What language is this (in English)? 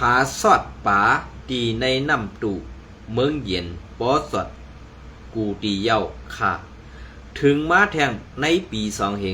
Shan